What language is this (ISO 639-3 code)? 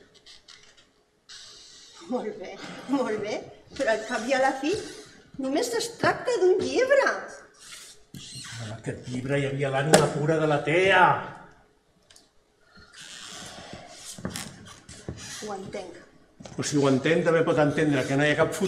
cat